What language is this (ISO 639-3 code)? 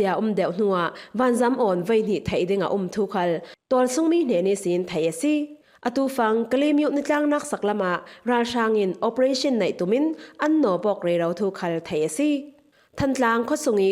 cfm